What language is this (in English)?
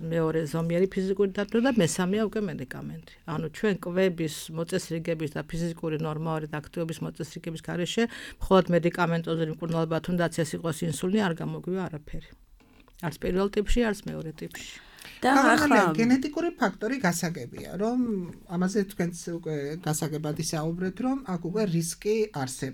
Georgian